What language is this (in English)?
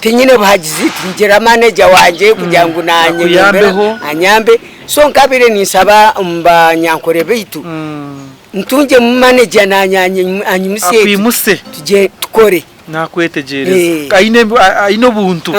Nyankole